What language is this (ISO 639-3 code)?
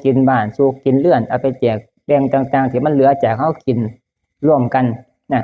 tts